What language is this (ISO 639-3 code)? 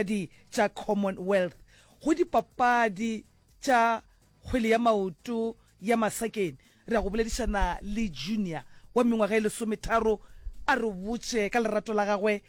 nso